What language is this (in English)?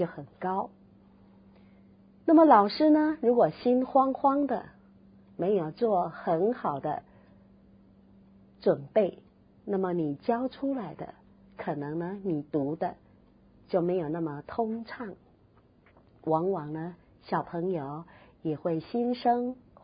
Chinese